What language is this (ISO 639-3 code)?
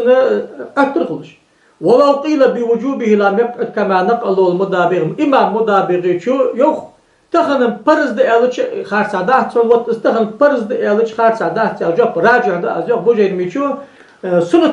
inh